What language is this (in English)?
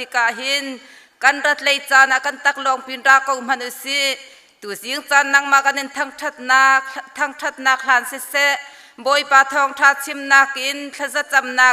Hakha Chin